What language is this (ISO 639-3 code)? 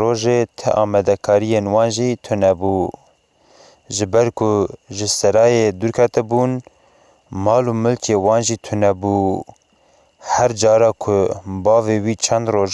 kur